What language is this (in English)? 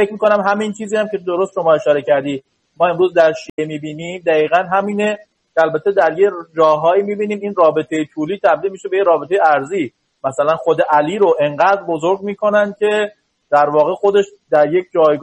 Persian